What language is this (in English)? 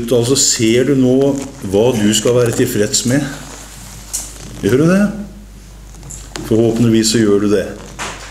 Norwegian